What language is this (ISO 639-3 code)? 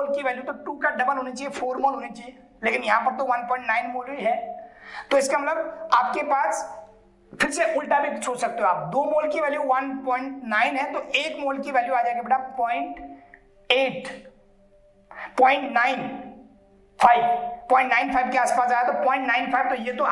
hin